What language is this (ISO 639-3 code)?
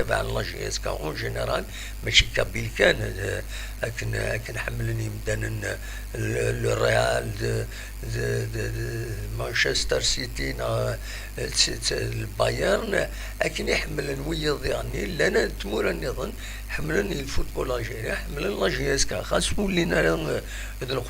kab